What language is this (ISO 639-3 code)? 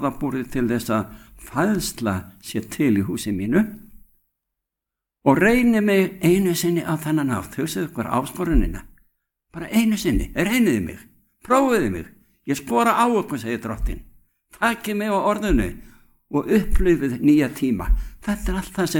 isl